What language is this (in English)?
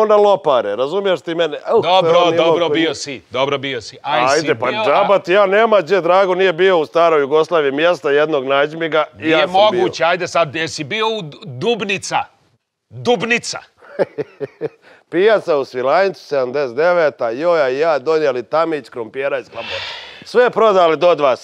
Serbian